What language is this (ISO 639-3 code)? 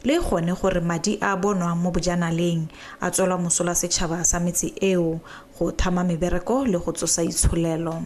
tsn